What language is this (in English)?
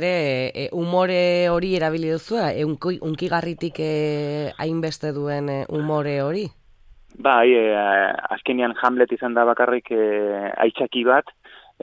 Basque